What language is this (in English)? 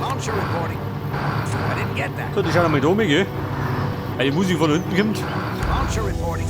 Bavarian